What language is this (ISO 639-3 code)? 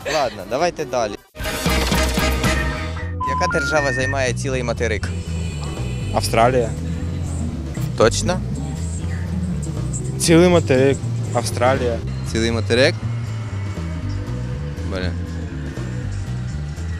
ukr